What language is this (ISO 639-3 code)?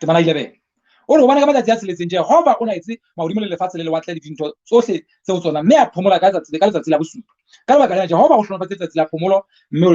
sot